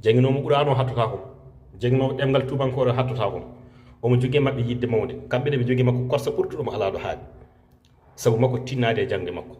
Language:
Fula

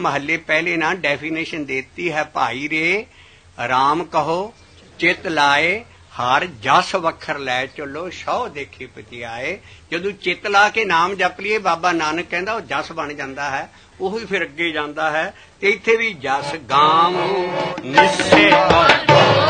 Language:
Punjabi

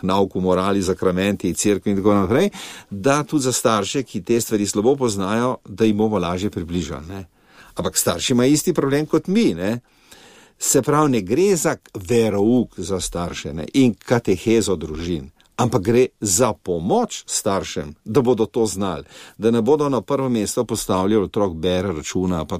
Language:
Slovenian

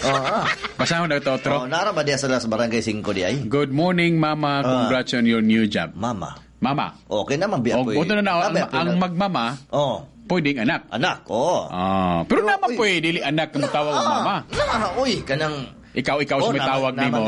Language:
Cebuano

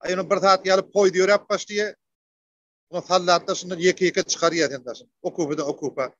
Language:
Turkmen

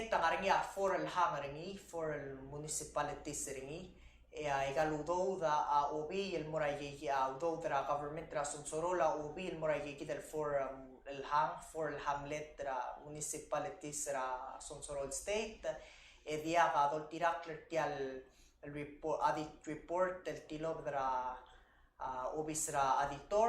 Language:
Palauan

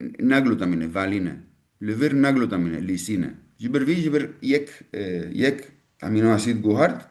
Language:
Kurdish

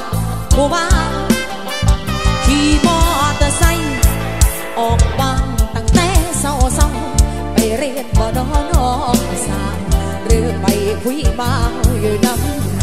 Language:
Thai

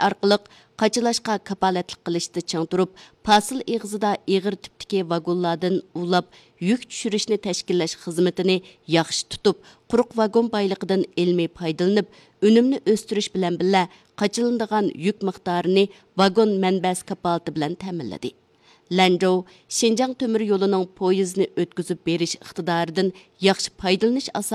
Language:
Uyghur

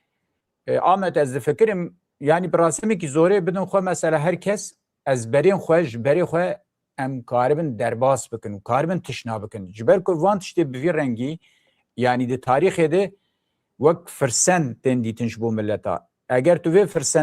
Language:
Kurdish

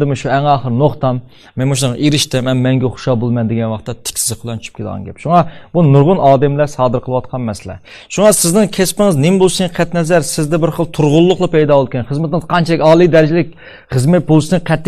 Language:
Uyghur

